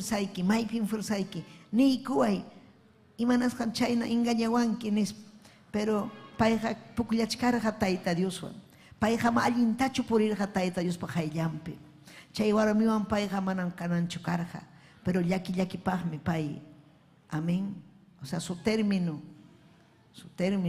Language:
Ayacucho Quechua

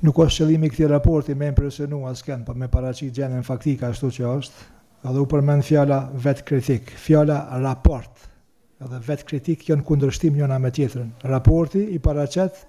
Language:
Albanian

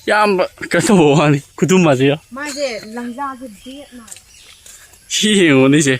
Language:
Manipuri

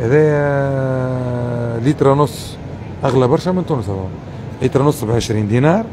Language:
Tunisian Arabic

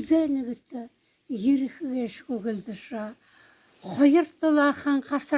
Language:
Buriat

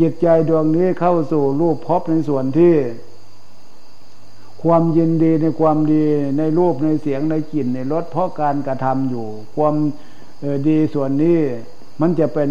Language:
Thai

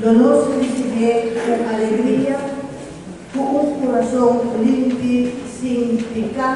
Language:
Papiamento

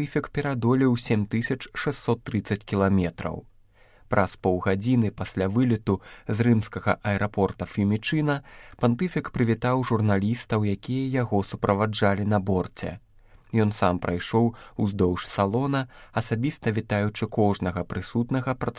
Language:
Belarusian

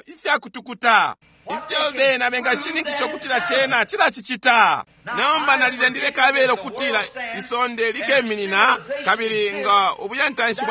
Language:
Bemba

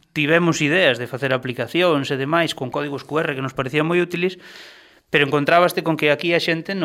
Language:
Galician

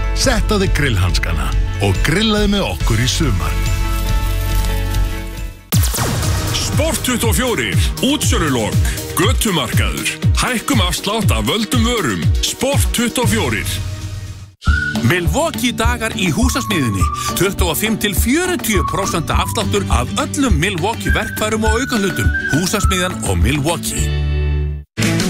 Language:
Icelandic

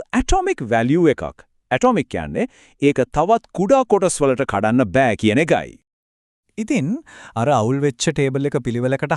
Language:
Sinhala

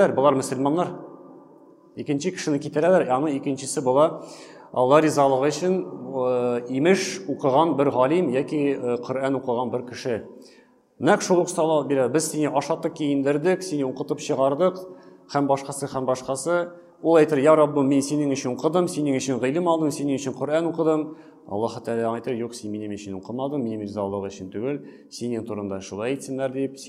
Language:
Tatar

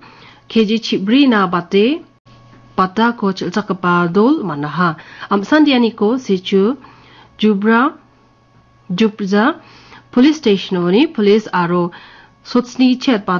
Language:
Garo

